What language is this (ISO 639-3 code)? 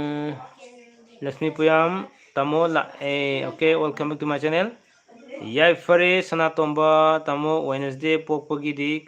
mni